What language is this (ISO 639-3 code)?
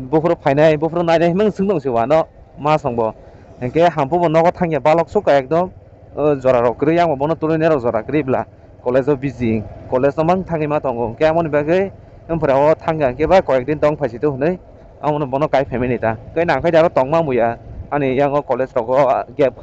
trp